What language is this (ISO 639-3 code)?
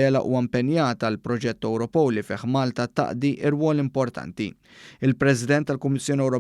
mlt